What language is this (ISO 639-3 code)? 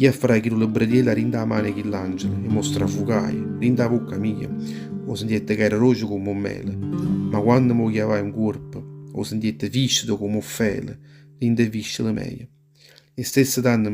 nap